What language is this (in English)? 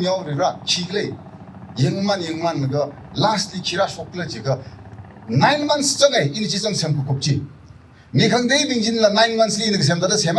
Tangkhul Naga (India)